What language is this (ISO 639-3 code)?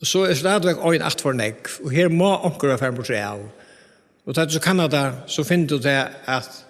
fao